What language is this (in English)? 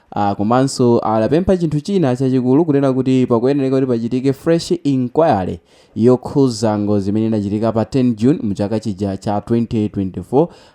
Nyanja